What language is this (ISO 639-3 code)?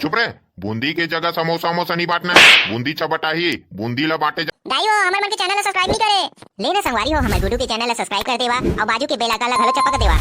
hne